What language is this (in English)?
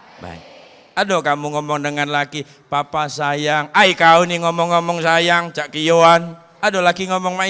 Musi